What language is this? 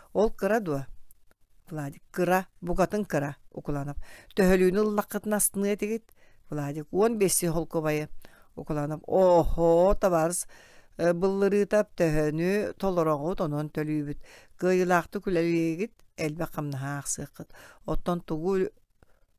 Yakut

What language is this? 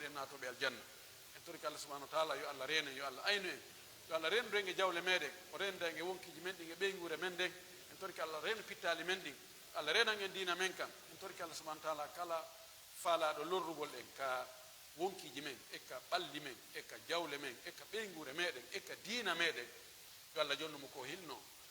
Pular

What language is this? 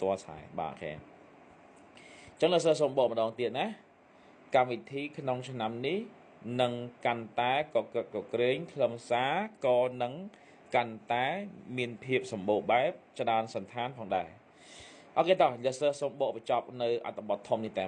Khmer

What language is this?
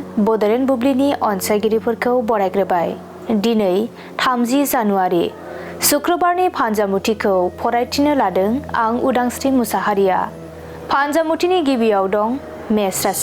Bodo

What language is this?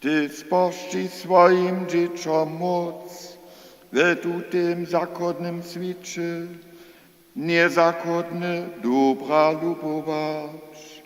Upper Sorbian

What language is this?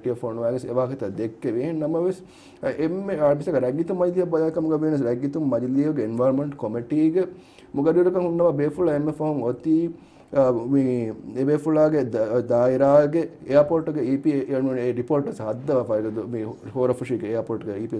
Divehi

